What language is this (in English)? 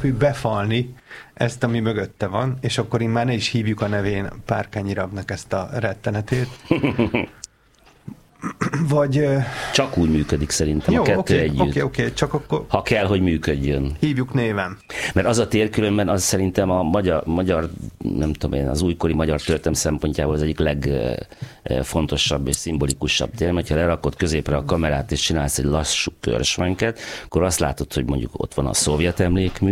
Hungarian